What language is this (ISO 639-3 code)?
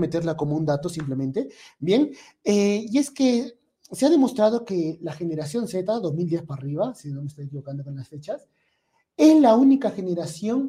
spa